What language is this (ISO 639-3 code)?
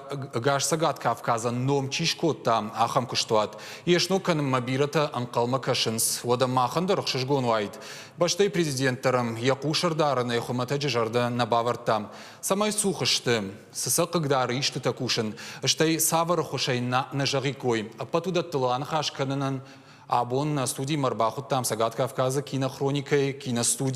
oss